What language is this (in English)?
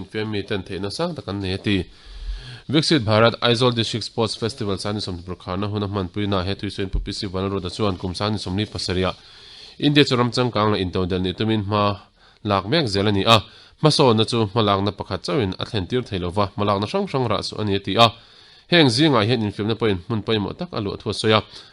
Mizo